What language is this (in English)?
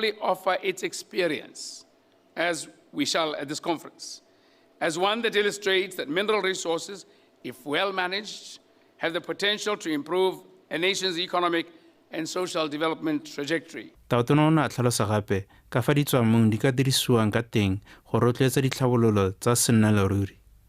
Tswana